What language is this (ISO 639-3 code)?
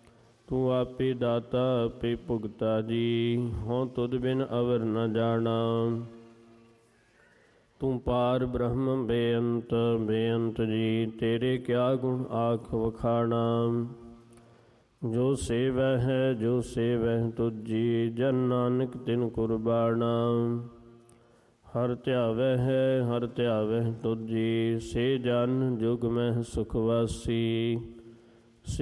pan